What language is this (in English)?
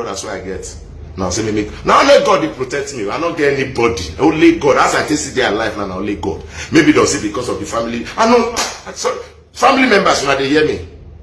Nigerian Pidgin